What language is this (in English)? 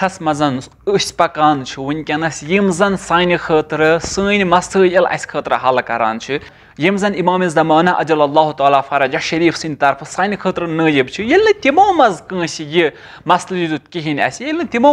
Kashmiri